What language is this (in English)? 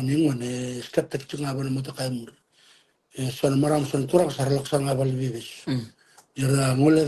Fijian